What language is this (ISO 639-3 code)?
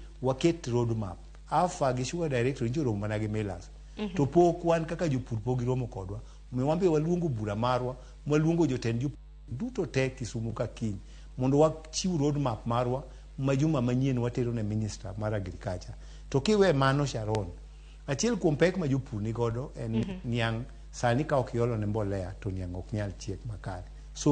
luo